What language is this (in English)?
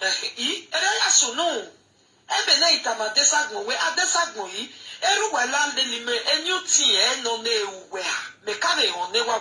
Nigerian Pidgin